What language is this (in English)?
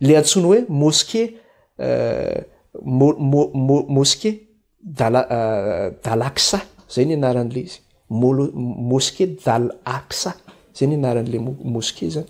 Malagasy